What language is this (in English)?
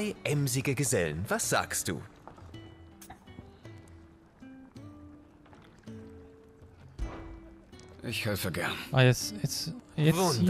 German